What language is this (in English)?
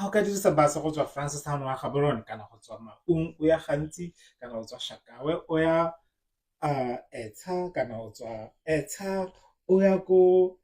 Tswana